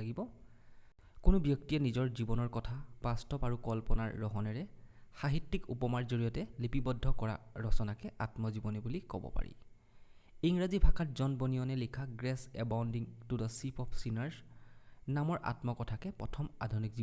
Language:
Assamese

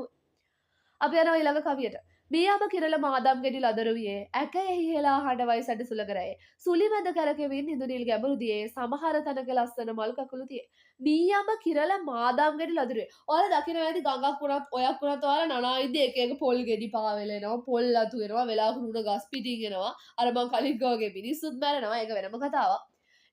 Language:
Sinhala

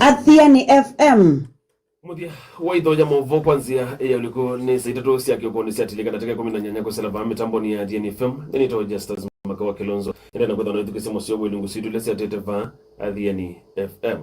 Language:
Kamba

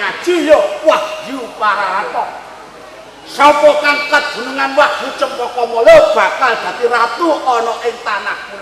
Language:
Javanese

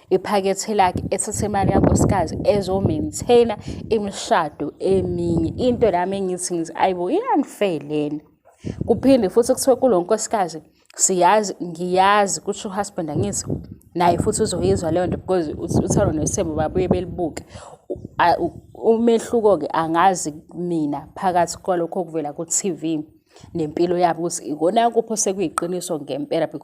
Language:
Zulu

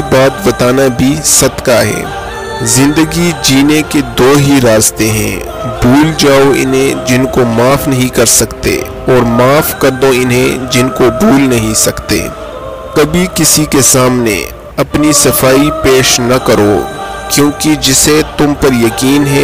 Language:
Urdu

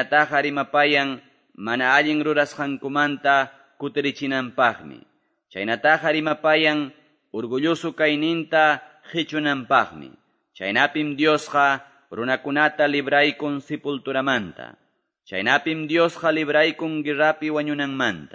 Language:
Quechua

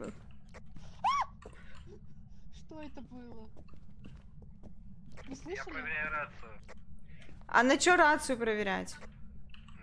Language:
Russian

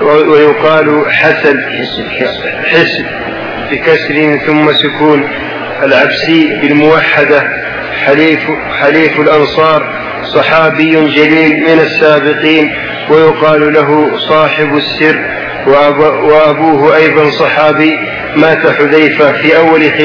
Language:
Arabic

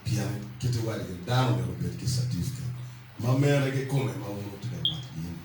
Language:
Acoli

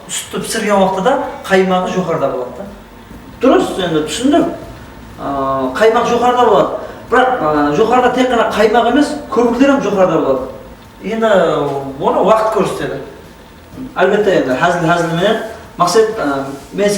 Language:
Kara-Kalpak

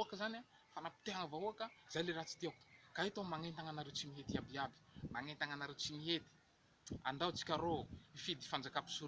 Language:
Malagasy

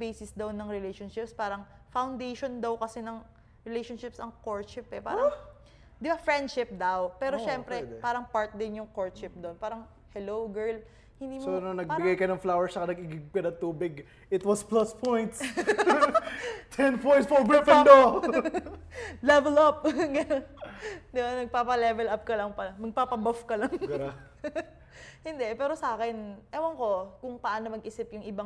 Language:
Filipino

